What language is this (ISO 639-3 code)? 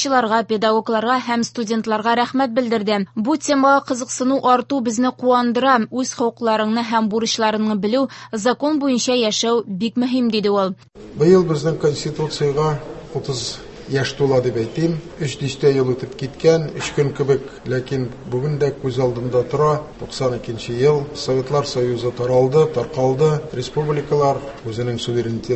tat